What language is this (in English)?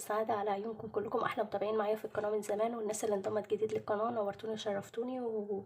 Egyptian Arabic